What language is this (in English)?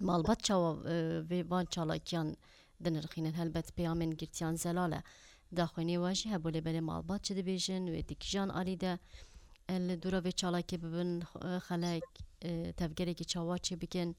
Kurdish